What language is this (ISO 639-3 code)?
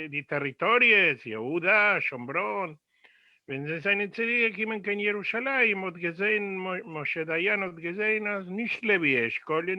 yid